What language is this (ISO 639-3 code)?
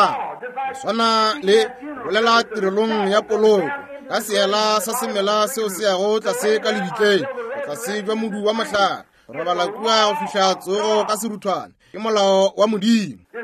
nso